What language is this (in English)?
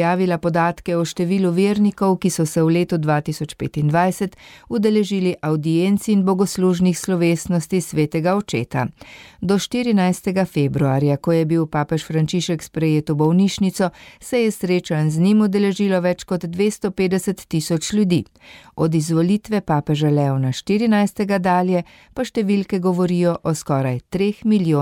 Slovenian